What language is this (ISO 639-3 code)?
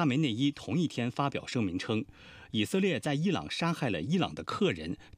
zho